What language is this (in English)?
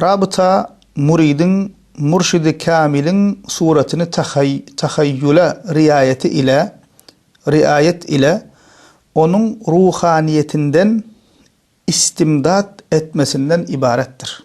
Turkmen